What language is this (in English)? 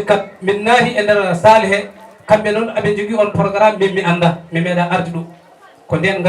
Fula